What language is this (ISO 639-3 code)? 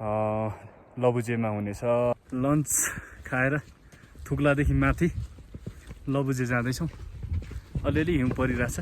nep